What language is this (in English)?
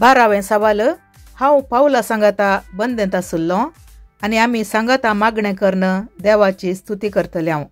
Konkani